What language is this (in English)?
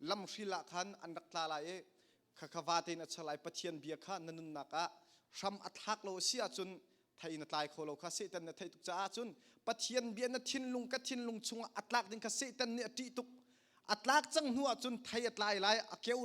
Hakha Chin